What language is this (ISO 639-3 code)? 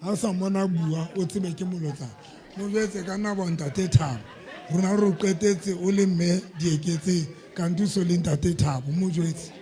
sot